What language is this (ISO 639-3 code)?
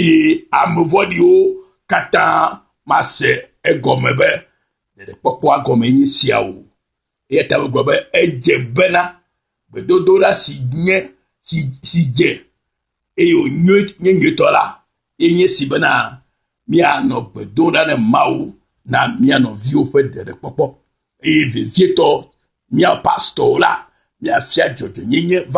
ewe